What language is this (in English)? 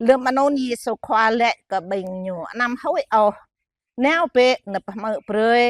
Jarai